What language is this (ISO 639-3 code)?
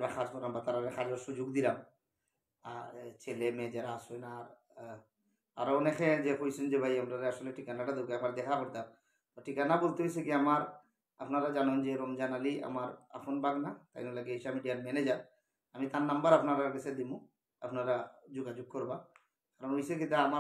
syl